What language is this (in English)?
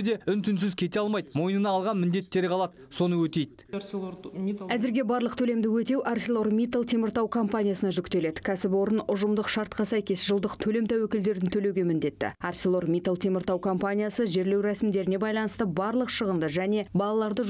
Kazakh